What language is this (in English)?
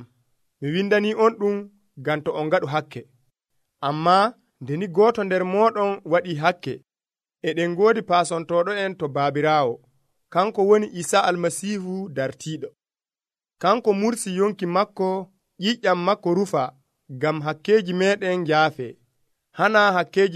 Nigerian Fulfulde